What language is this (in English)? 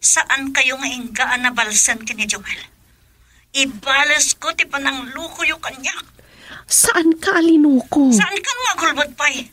Iloko